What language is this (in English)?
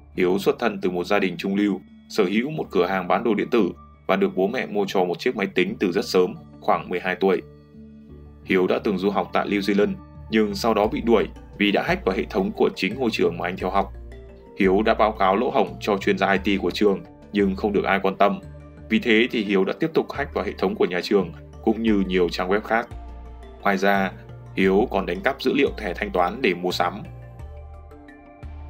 Vietnamese